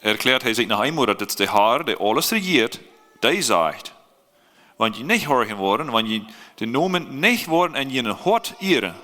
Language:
Plautdietsch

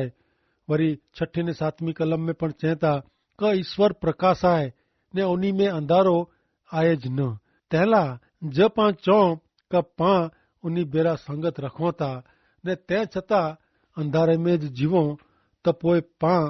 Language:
Kachhi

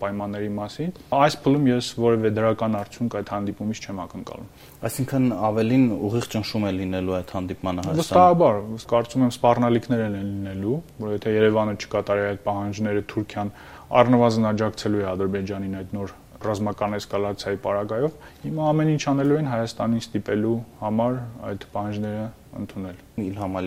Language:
Armenian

